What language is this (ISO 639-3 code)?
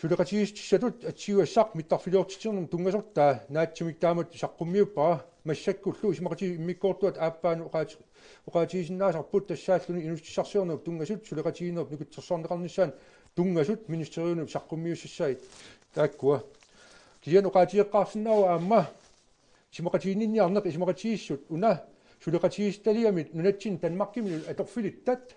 kal